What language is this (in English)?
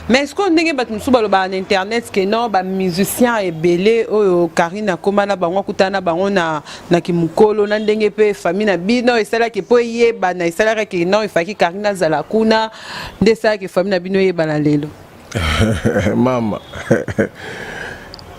Lingala